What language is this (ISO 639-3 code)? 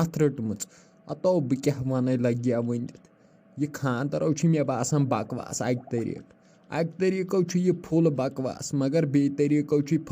kas